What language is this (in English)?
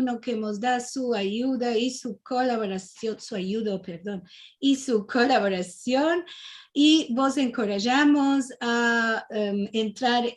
Ladino